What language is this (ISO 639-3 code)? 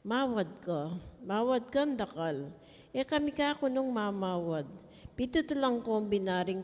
pam